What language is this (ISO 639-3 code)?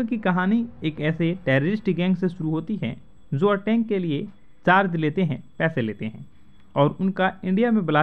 hin